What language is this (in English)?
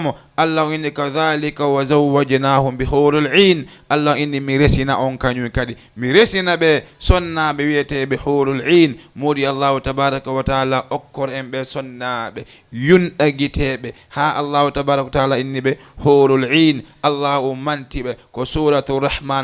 Fula